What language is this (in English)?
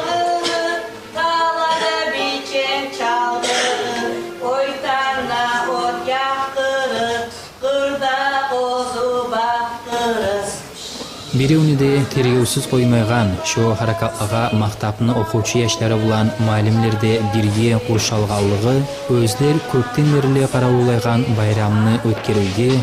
Kumyk